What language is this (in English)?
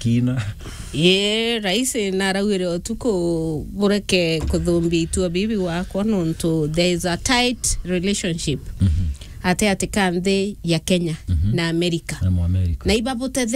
Meru